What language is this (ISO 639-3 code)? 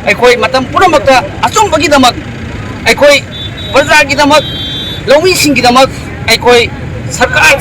mni